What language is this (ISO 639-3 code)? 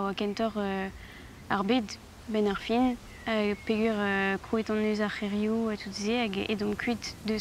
bre